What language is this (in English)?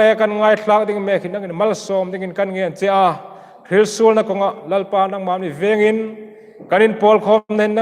Hmar